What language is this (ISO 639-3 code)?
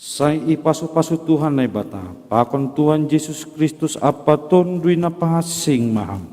bts